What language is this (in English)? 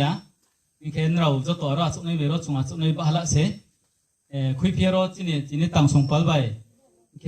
Riang (India)